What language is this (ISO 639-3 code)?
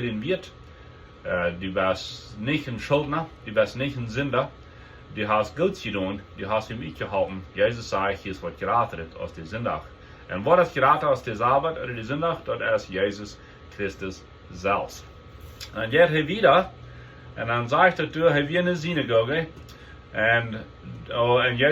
pdt